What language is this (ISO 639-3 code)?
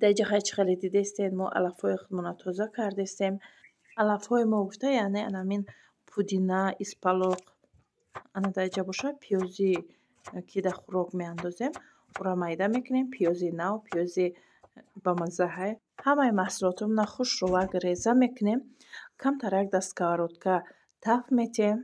tgk